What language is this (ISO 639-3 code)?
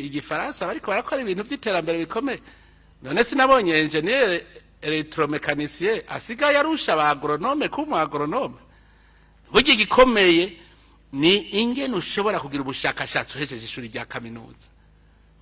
run